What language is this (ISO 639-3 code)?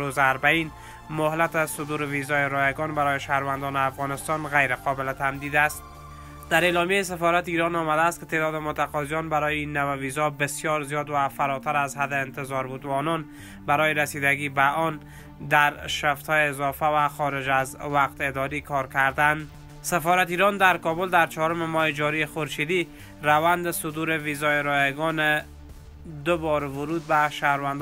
fas